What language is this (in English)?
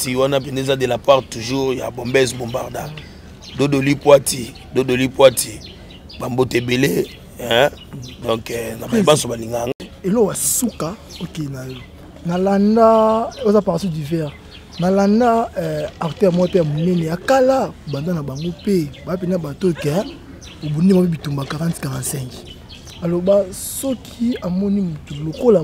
Lingala